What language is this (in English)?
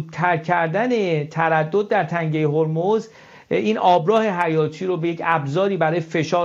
Persian